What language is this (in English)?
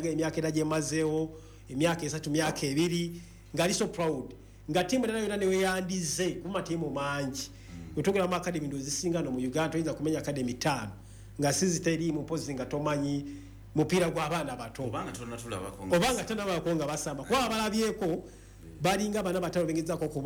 Ganda